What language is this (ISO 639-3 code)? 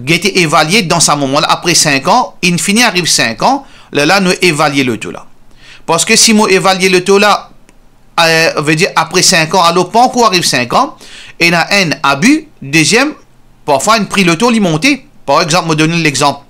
mfe